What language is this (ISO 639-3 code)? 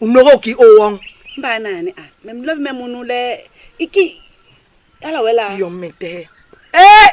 bas